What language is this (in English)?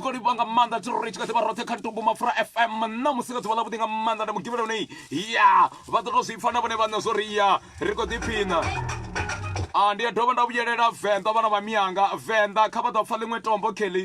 Venda